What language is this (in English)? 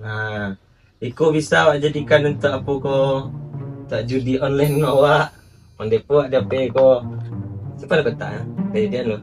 Minangkabau